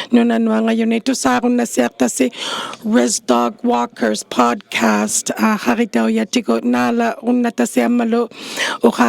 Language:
Inuktitut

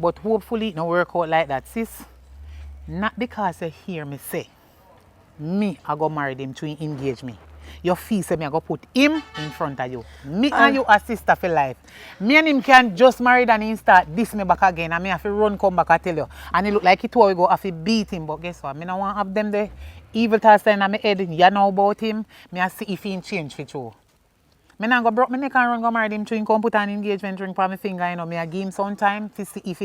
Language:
Jamaican Creole English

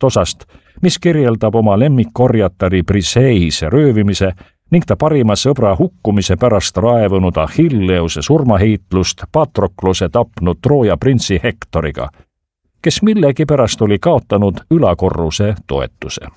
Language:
Estonian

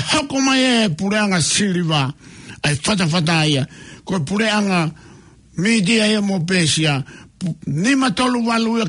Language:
Tongan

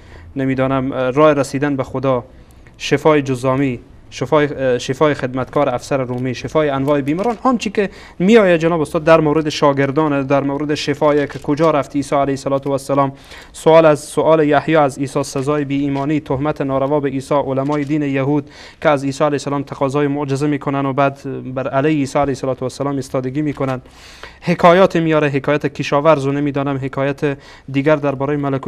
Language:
Persian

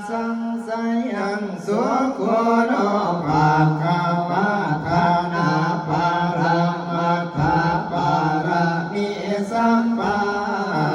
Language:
Pali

